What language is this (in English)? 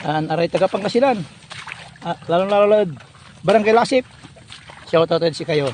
Pangasinan